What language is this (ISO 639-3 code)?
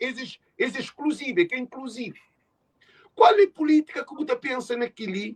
kea